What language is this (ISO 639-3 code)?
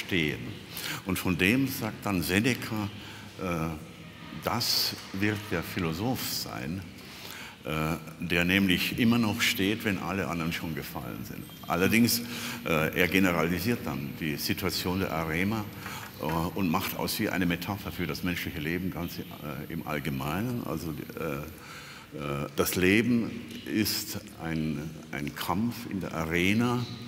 deu